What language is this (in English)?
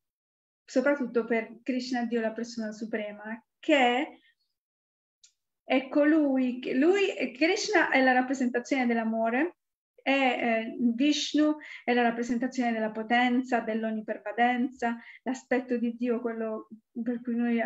Italian